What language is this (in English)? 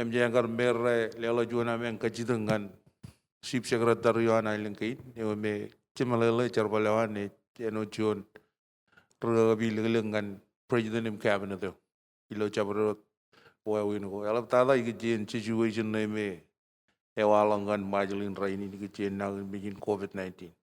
Marshallese